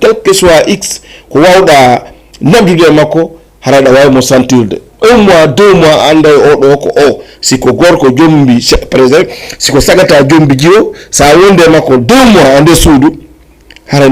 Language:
Fula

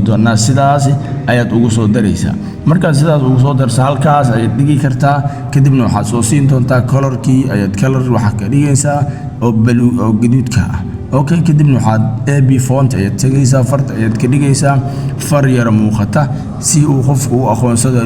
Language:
Somali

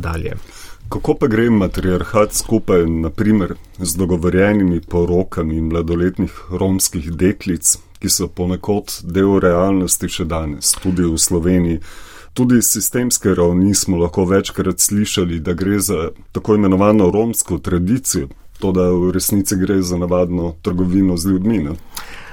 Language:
Slovenian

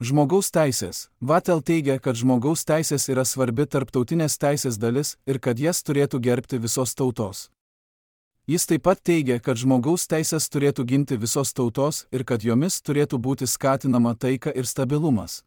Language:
Lithuanian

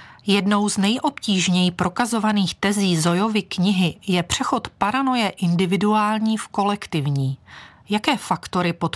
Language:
Czech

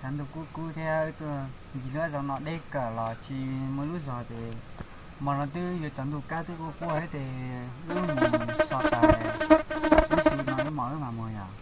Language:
Hmong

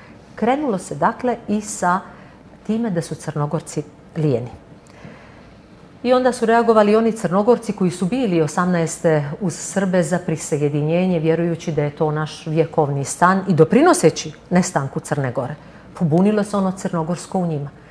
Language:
Serbian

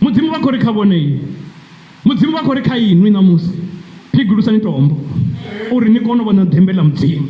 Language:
Venda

